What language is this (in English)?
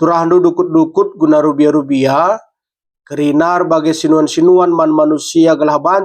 Batak Karo